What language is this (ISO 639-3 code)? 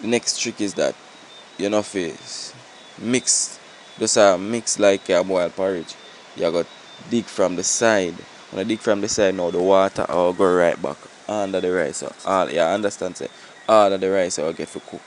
jam